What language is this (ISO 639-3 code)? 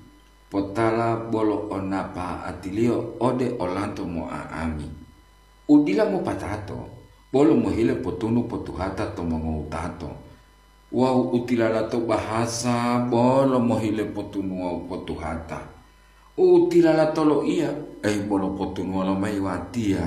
gor